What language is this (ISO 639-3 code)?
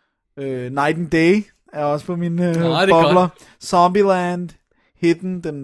dan